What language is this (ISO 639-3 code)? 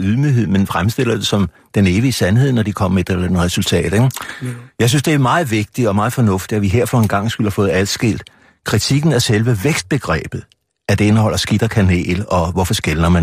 dan